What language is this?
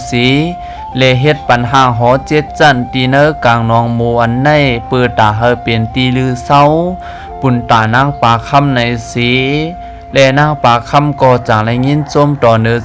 Shan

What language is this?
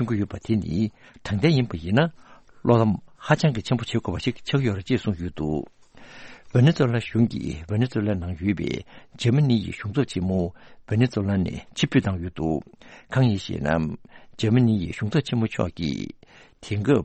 Tibetan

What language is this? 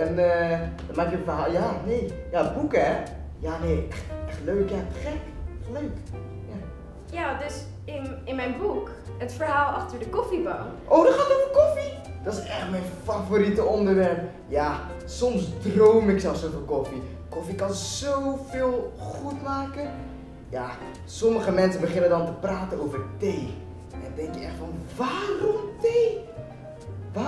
Dutch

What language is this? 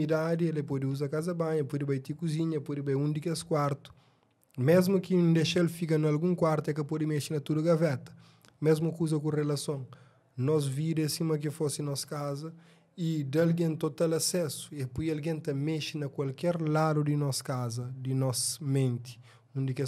Kabuverdianu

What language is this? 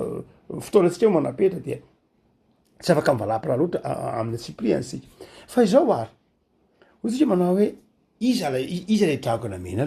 Malagasy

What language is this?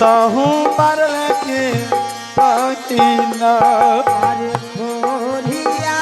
Angika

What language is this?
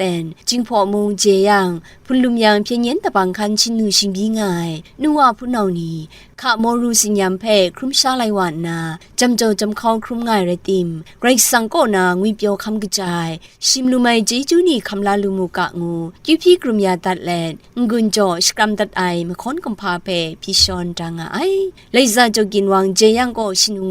Kachin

